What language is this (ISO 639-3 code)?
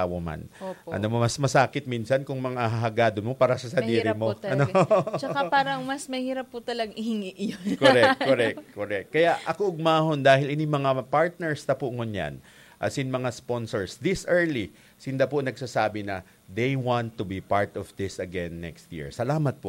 bik